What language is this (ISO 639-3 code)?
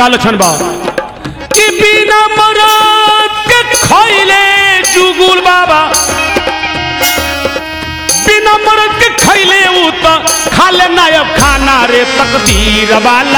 bho